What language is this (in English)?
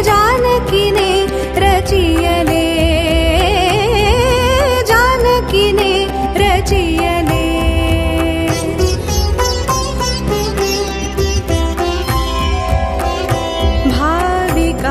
Marathi